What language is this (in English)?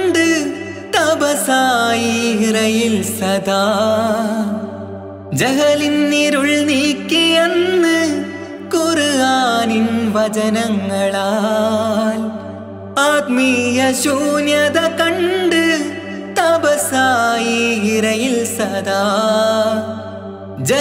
Malayalam